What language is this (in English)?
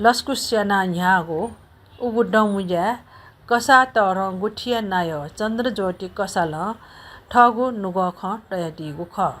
Newari